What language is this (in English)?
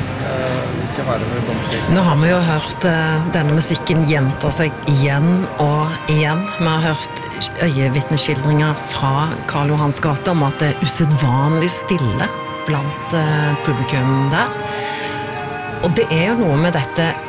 Norwegian